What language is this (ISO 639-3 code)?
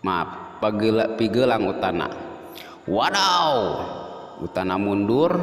sun